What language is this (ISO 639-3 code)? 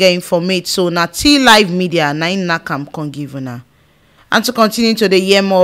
pcm